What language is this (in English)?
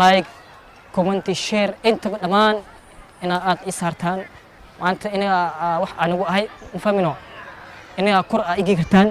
Somali